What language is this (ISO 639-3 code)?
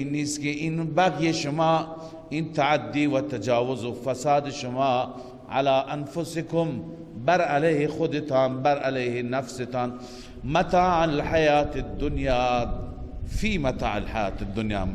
fas